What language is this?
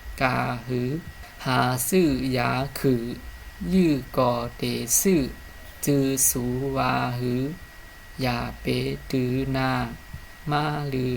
Shan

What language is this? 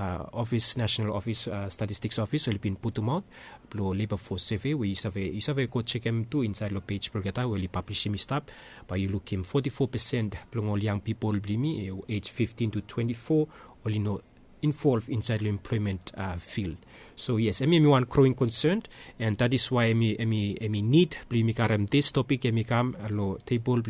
Bislama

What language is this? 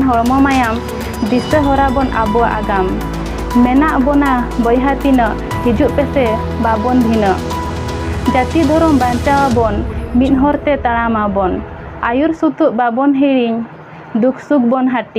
Santali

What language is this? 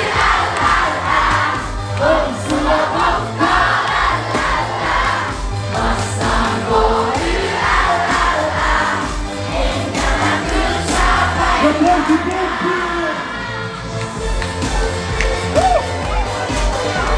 Finnish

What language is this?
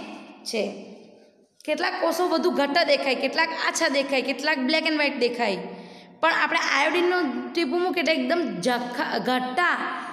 Gujarati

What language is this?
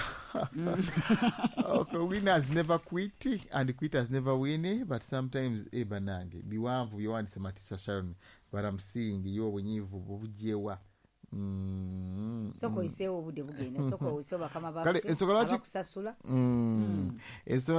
Ganda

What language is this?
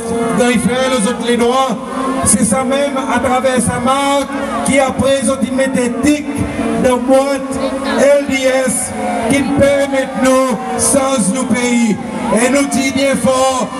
Seselwa Creole French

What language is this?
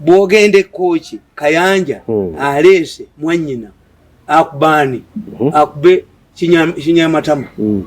Ganda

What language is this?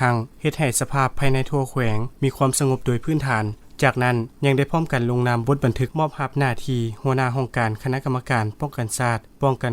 Lao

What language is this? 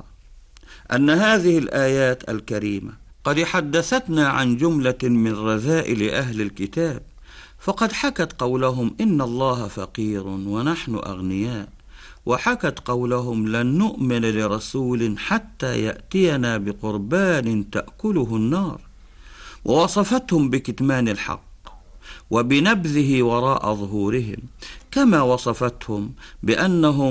Arabic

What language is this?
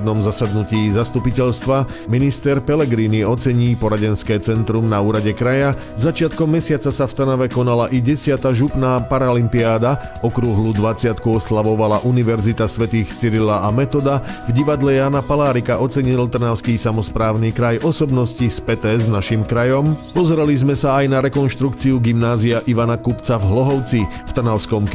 Slovak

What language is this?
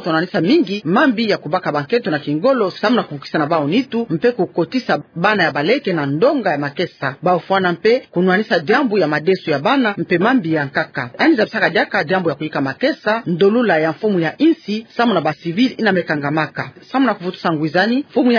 Kituba (Democratic Republic of Congo)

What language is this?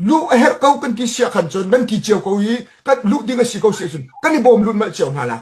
Hakha Chin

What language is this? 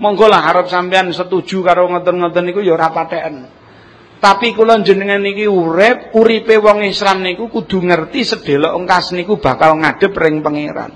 Javanese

